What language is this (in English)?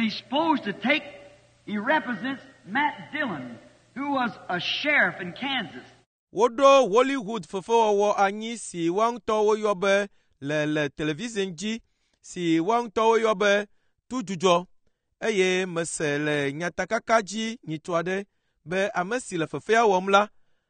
Ewe